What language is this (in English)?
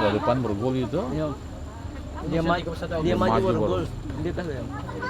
Ambonese Malay